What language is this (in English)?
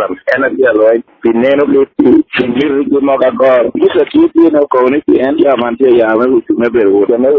Lango (Uganda)